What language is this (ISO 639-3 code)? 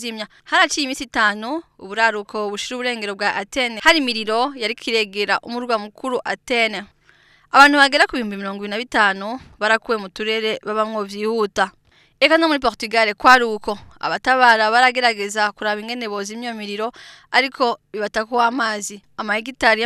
run